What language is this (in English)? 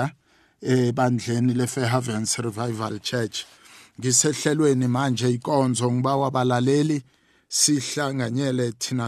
South Ndebele